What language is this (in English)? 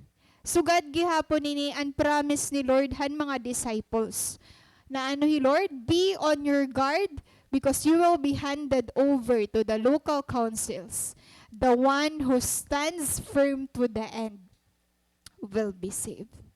Waray